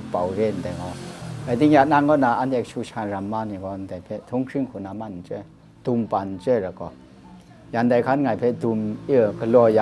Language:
Kachin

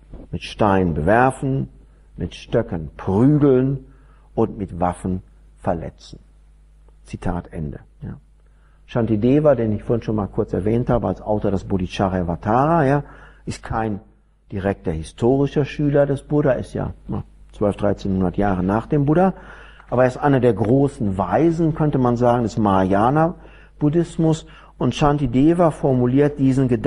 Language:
German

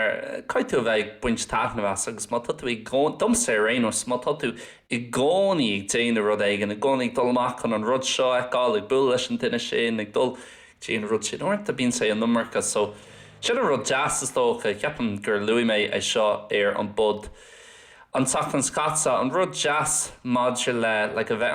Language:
Irish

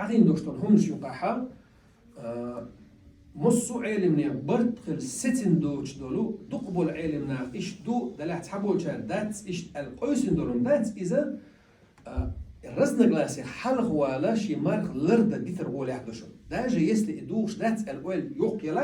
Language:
Chechen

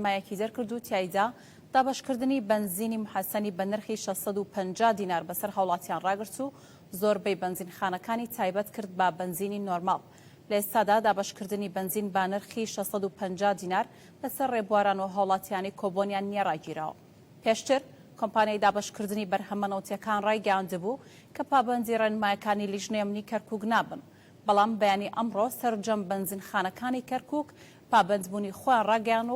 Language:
Central Kurdish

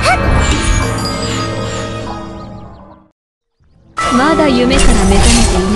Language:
Japanese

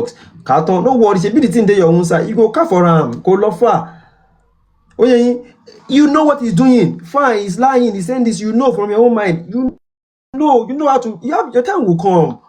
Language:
Yoruba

